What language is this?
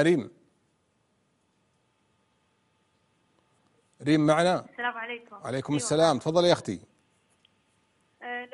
Arabic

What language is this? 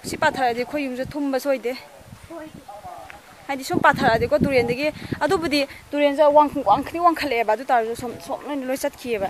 Manipuri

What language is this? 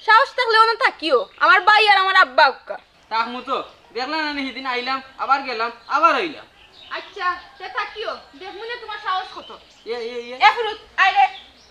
Sylheti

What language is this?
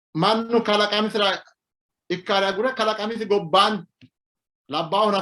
Sidamo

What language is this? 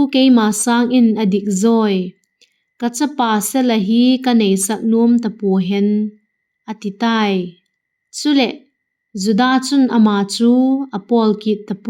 Vaiphei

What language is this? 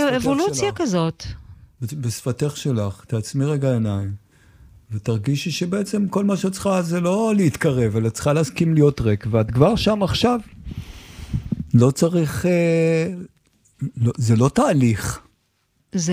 Hebrew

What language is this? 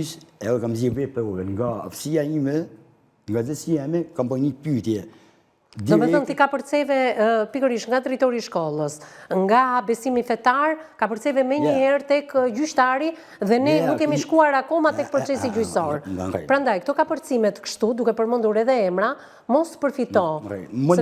Albanian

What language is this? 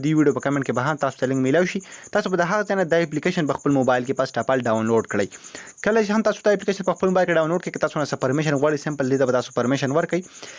Pashto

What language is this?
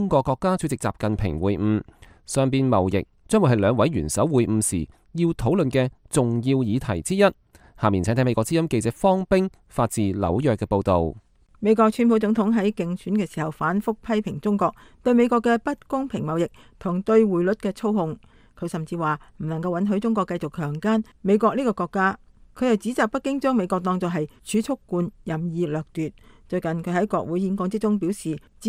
Cantonese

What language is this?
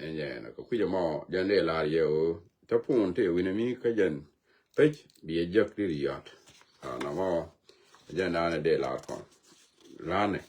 Nuer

